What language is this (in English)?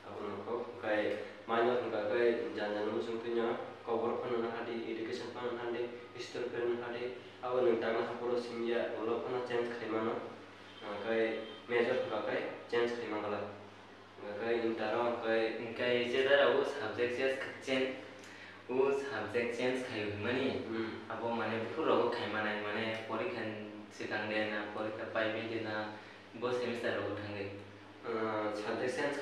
Kok Borok